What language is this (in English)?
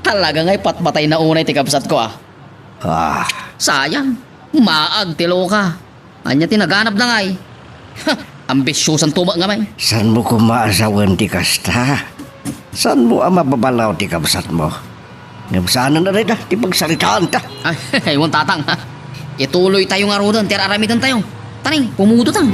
Iloko